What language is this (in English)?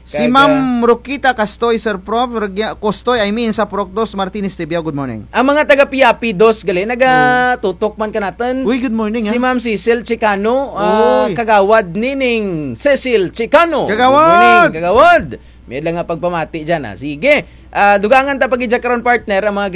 Kinaray-a